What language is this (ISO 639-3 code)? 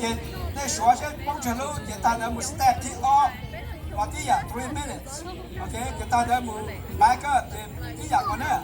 hmn